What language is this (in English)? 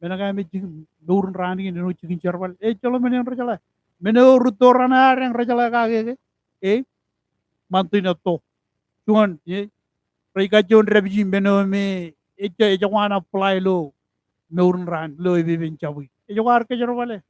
Marshallese